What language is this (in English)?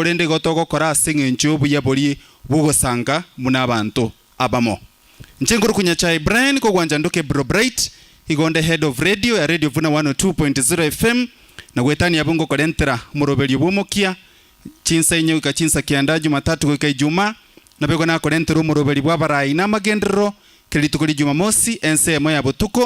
Gusii